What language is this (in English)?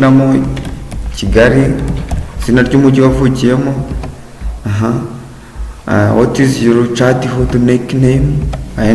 Kinyarwanda